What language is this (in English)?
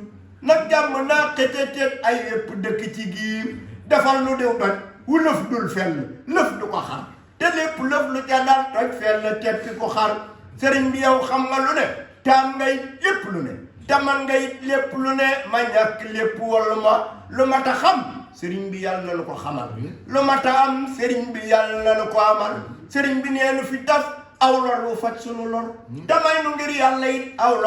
Wolof